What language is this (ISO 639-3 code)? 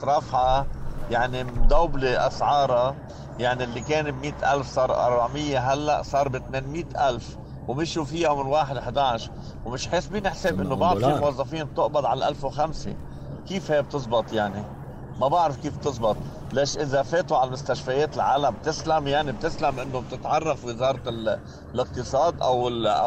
apc